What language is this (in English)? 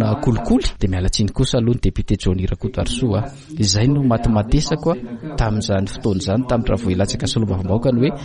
Malagasy